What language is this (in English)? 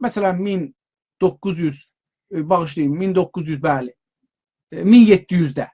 South Azerbaijani